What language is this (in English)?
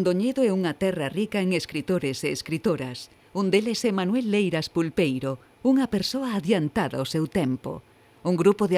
Galician